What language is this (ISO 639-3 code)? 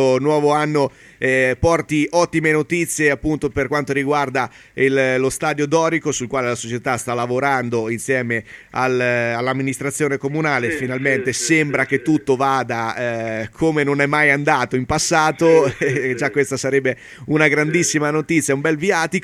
ita